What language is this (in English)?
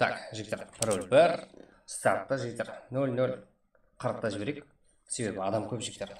Kara-Kalpak